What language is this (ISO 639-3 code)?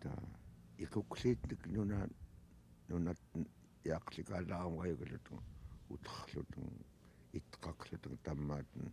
esu